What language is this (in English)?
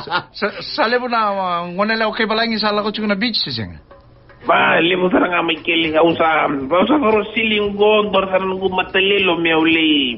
Fijian